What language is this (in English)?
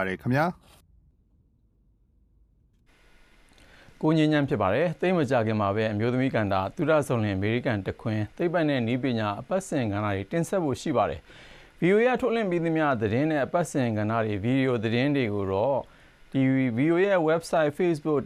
Burmese